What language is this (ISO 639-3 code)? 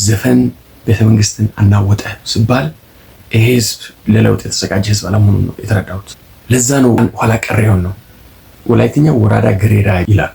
amh